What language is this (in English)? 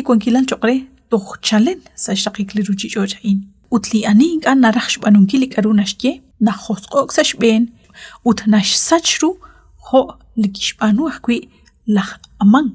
Kekchí